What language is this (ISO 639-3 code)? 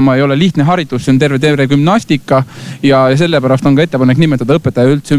est